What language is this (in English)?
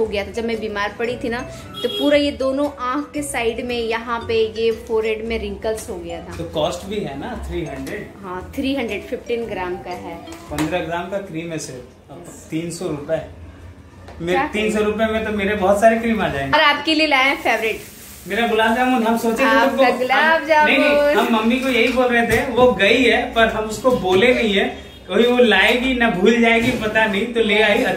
Hindi